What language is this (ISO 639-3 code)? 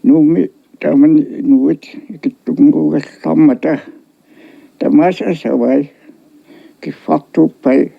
kal